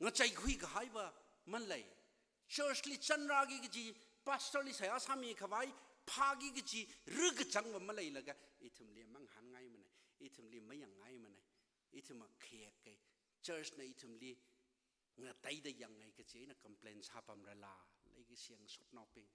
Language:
Tangkhul Naga (India)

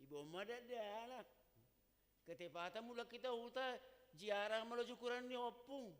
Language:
Batak Simalungun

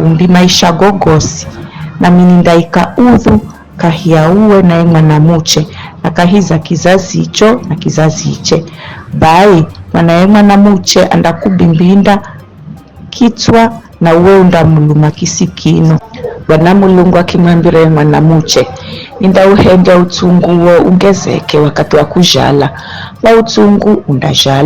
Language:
Giryama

